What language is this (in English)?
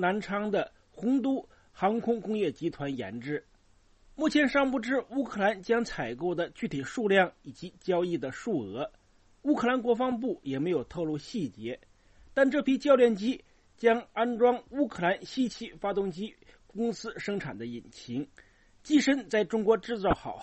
Chinese